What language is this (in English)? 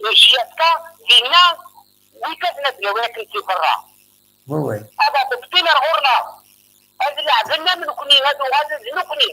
Kabyle